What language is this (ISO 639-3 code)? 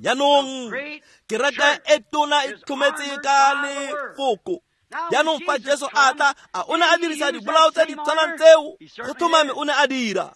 tsn